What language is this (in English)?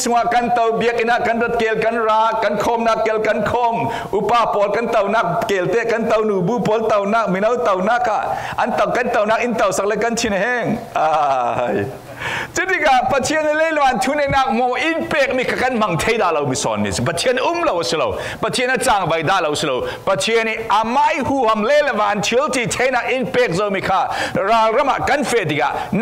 Falam Chin